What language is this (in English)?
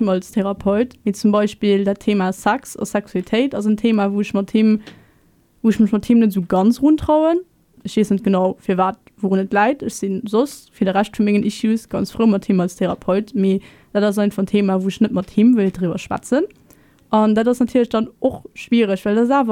Luxembourgish